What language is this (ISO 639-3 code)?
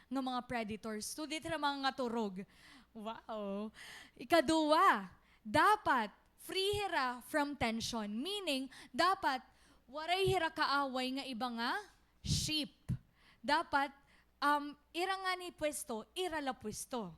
war